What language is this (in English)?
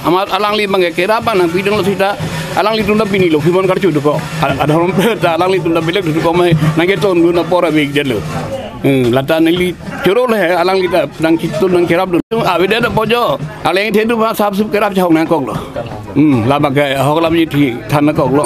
Karbi